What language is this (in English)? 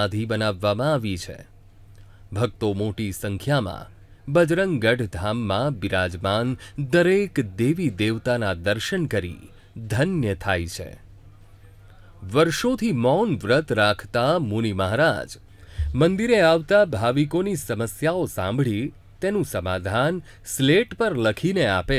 Gujarati